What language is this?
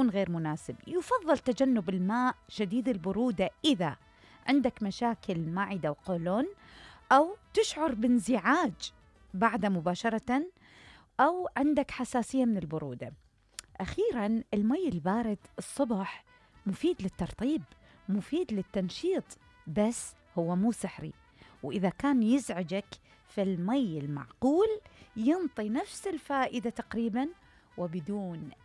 Mesopotamian Arabic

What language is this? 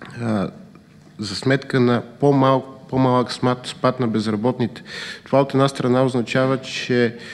Bulgarian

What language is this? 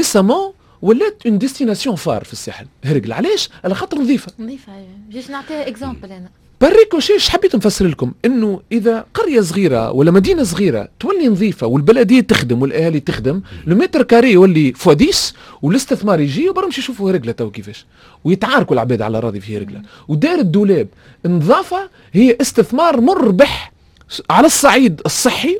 Tunisian Arabic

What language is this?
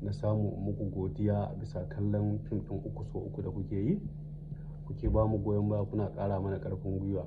Hausa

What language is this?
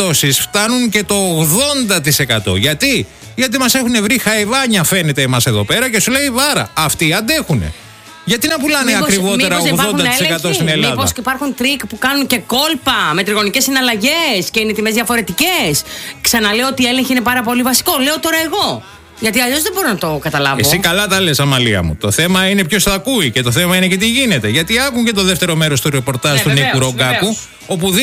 Greek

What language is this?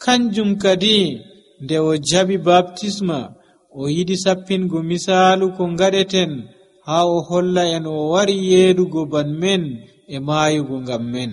Nigerian Fulfulde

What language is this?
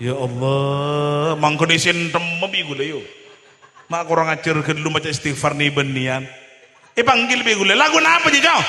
Madurese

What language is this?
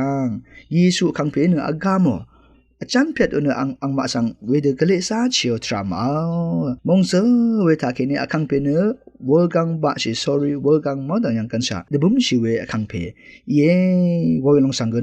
Rawang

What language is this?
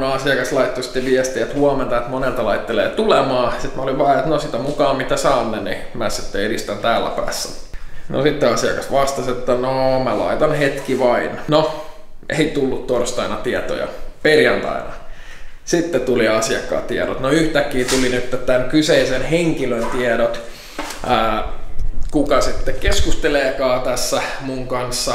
Finnish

